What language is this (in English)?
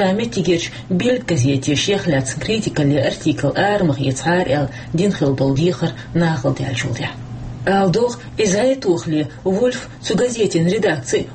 Chechen